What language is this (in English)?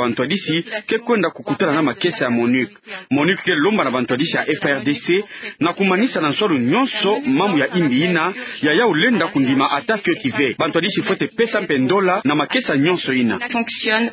Kituba (Democratic Republic of Congo)